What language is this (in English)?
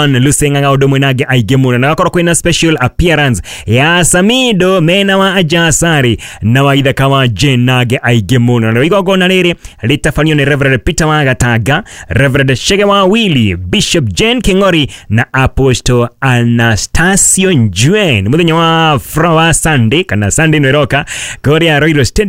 Kikuyu